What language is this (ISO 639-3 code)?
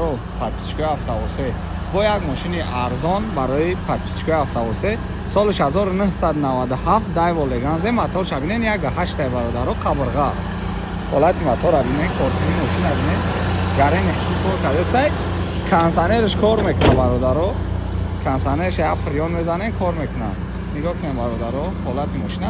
tgk